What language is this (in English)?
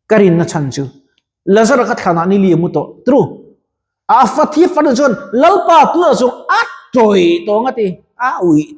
Mizo